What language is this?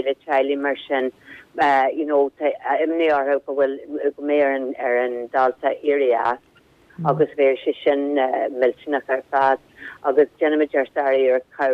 Irish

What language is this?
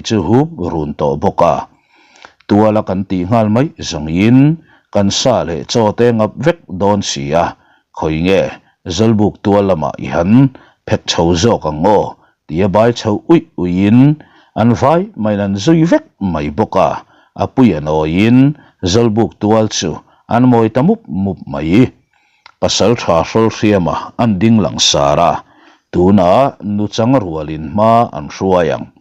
Mizo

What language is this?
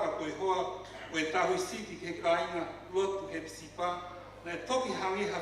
Tongan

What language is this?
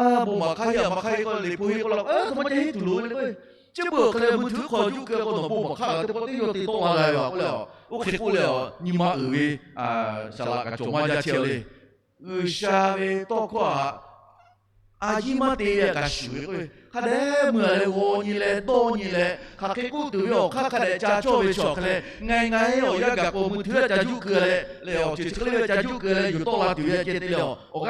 Lahu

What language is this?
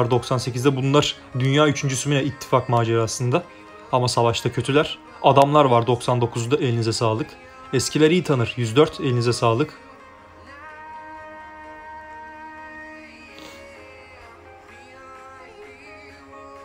Turkish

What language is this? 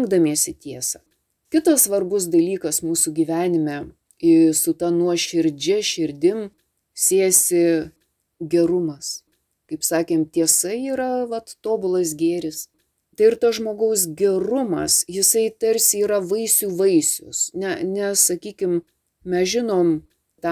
Lithuanian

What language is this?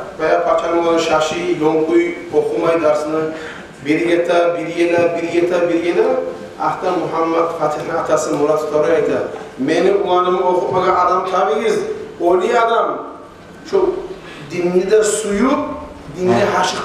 Kumyk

